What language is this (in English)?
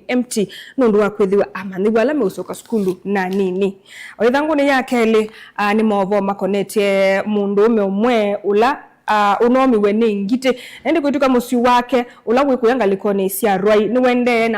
Kamba